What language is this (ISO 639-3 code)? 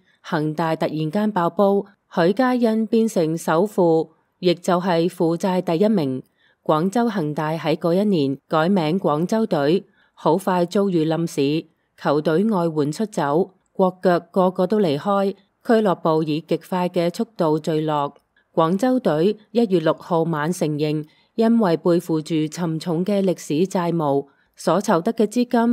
yue